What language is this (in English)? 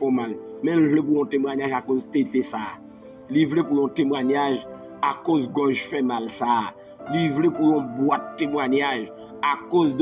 Haitian Creole